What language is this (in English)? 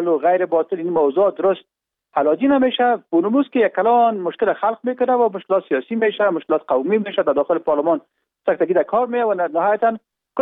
Persian